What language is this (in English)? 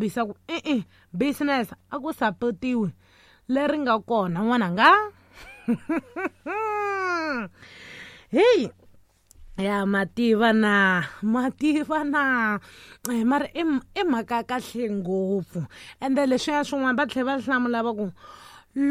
Tsonga